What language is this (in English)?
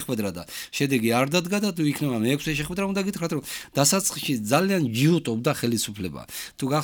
Georgian